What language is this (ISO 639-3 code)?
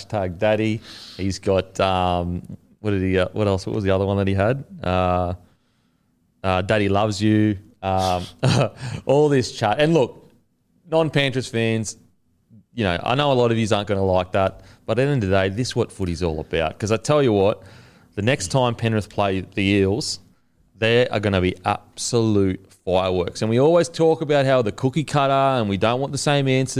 eng